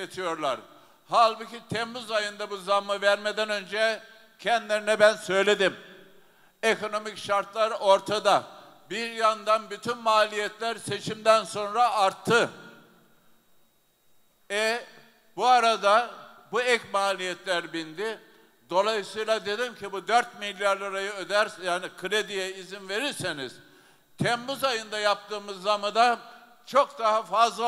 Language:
Turkish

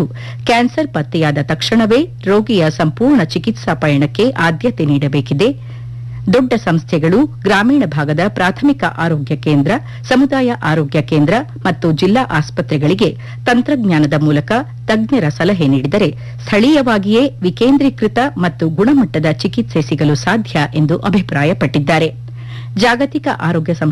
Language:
Kannada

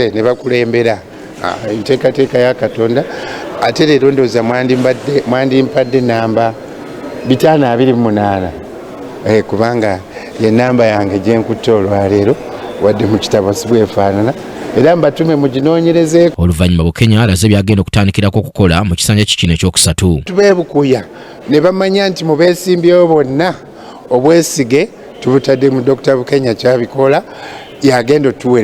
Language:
Ganda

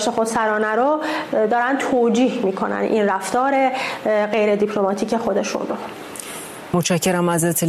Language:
Persian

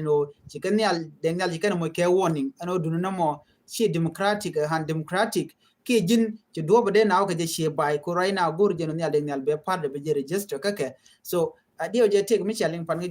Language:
Nuer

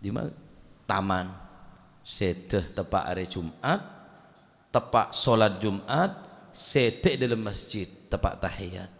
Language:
Madurese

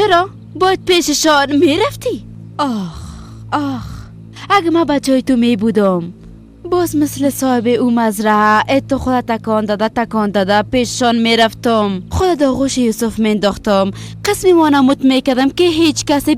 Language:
Persian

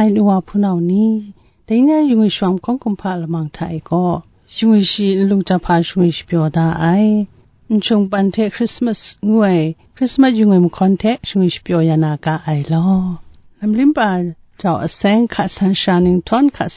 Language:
Kachin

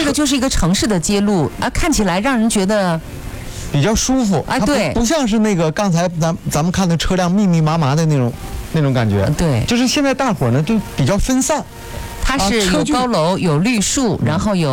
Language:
Chinese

